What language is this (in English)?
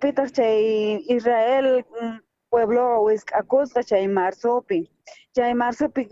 South Bolivian Quechua